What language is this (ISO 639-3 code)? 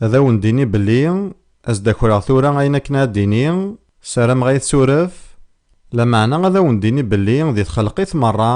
kab